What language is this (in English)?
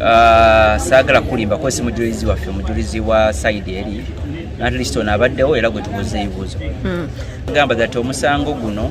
Ganda